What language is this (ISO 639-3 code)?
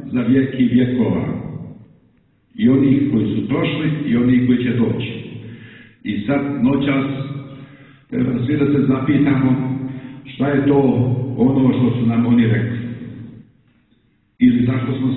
srp